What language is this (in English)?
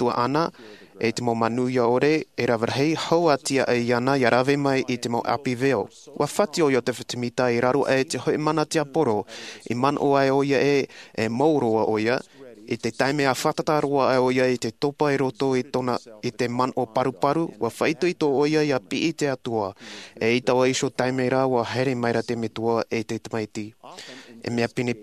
Tahitian